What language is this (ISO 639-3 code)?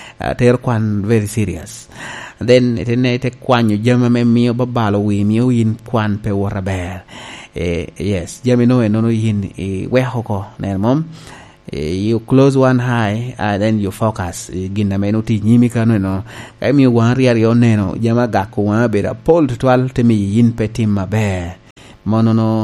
laj